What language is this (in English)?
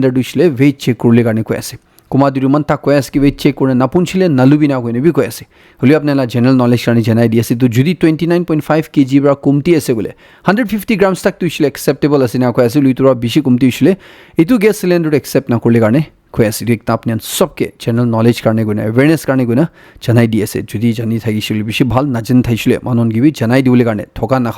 Naga Pidgin